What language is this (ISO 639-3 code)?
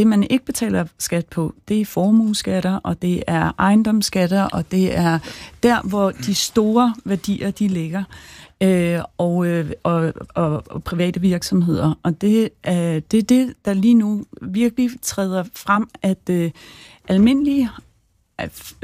dan